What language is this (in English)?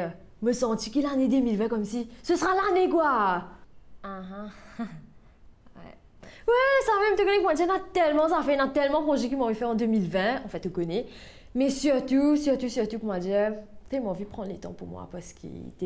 Morisyen